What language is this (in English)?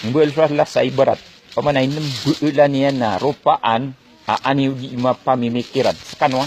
Maranao